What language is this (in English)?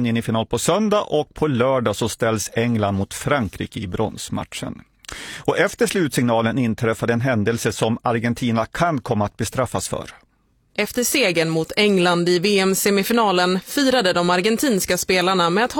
Swedish